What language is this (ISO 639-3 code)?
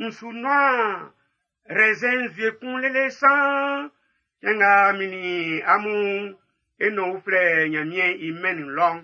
bci